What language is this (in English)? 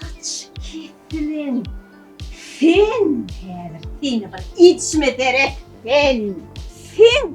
Turkmen